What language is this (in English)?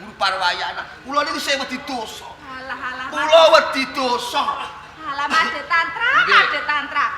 Javanese